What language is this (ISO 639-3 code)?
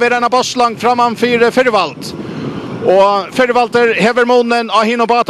fao